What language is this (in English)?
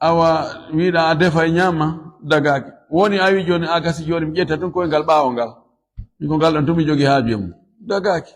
Fula